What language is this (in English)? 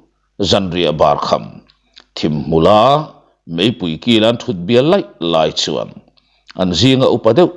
Mizo